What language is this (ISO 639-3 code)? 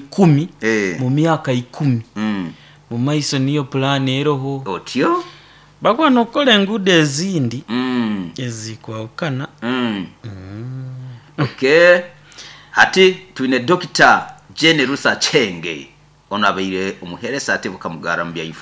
nyo